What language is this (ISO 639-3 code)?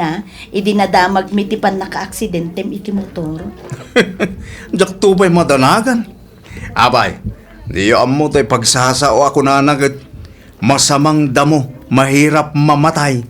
ilo